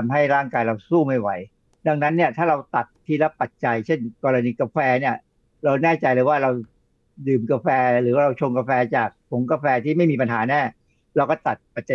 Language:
Thai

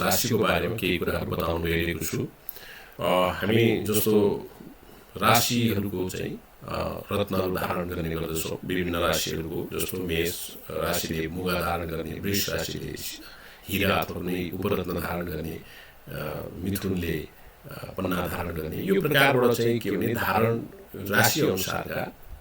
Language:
Nepali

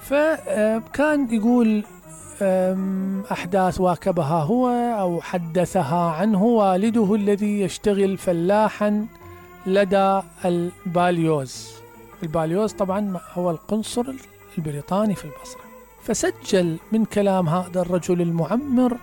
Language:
Mesopotamian Arabic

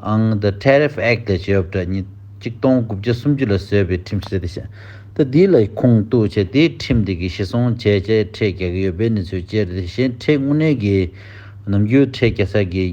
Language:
Tibetan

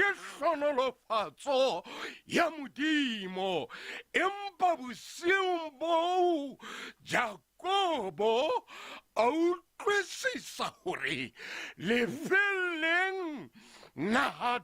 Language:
Southern Sotho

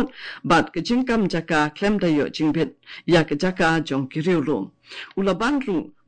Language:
Khasi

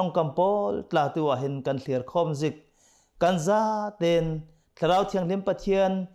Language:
Hakha Chin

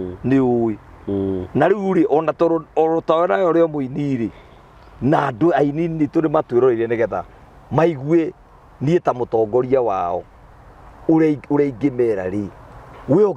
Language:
Kikuyu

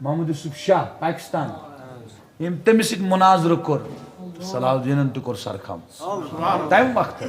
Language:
Kashmiri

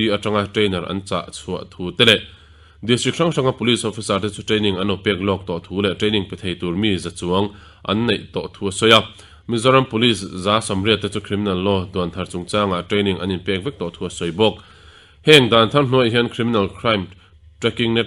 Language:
Mizo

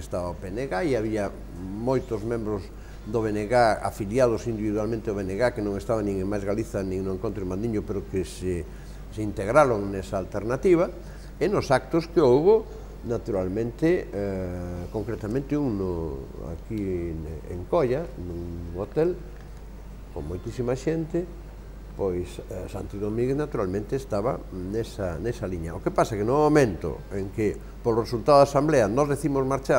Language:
Galician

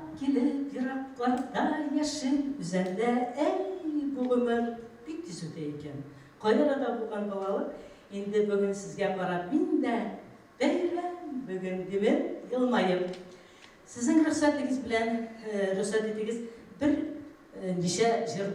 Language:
Bashkir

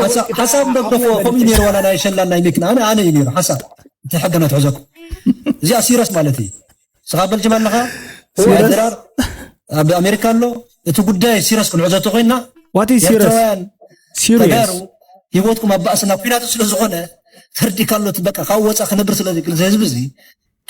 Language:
Tigrinya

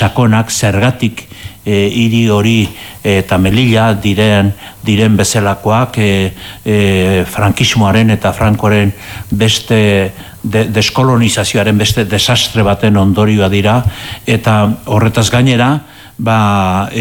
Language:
Basque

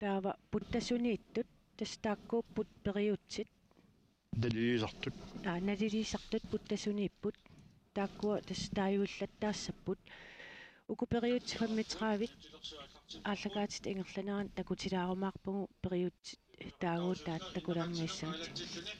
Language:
Kalaallisut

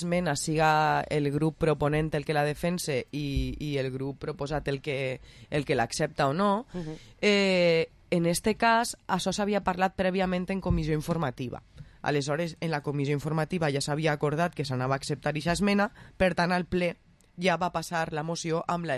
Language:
Catalan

